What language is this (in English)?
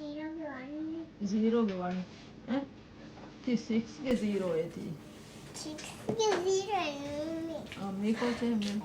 Divehi